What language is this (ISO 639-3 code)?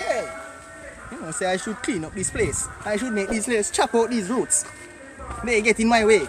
jam